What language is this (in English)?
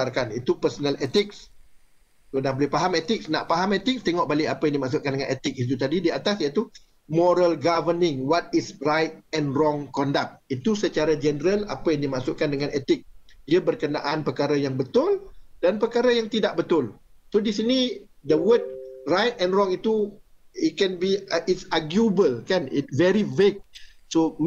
Malay